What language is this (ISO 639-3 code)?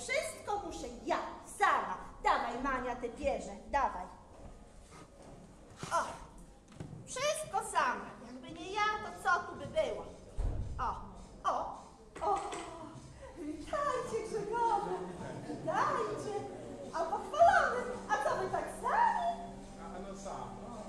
pol